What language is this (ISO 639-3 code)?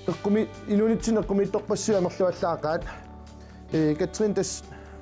kal